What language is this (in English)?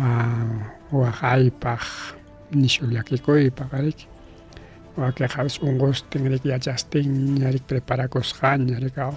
Ayacucho Quechua